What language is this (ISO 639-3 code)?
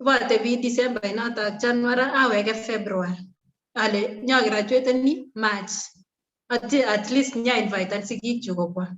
kln